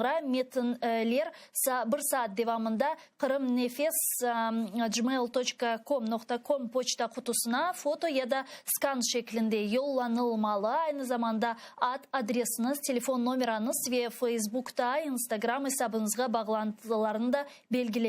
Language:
Crimean Tatar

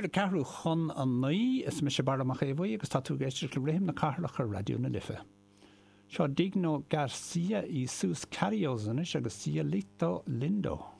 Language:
Irish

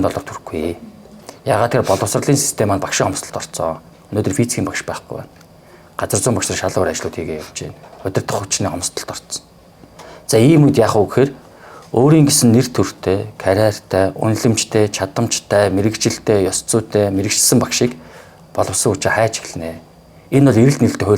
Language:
Mongolian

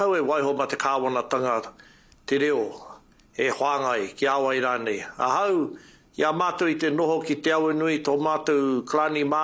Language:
Māori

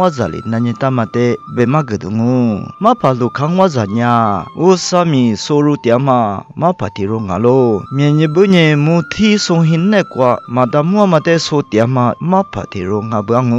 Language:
Lisu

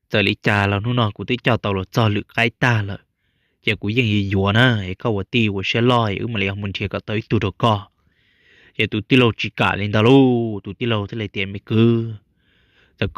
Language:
Hmong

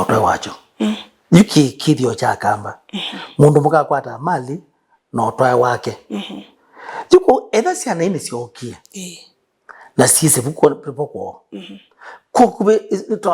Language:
Kamba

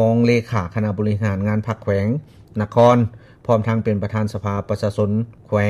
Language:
Lao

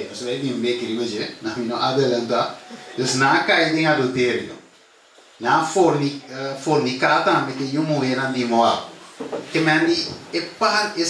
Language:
Papiamento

